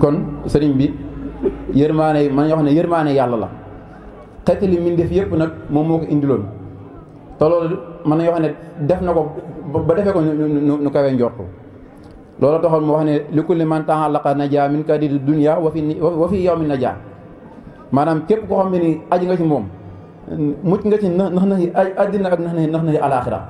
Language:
Wolof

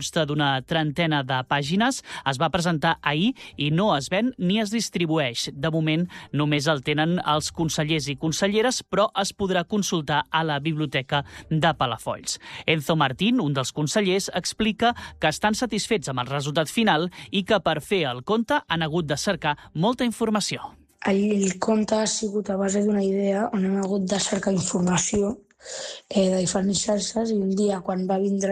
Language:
Catalan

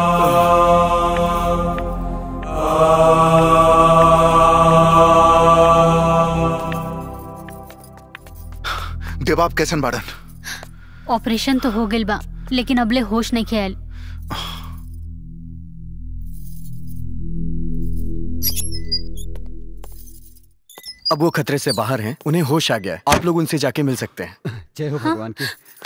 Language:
Bhojpuri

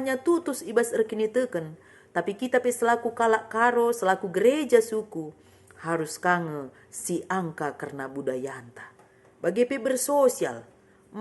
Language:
Batak Karo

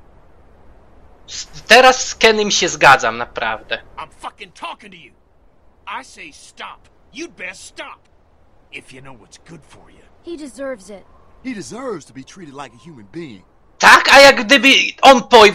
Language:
Polish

